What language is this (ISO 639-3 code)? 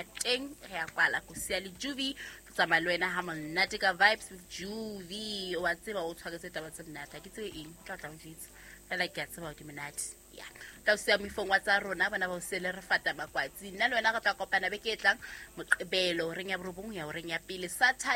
sot